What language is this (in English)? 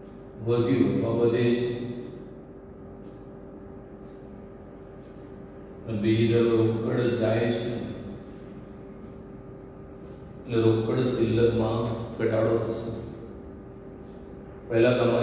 Gujarati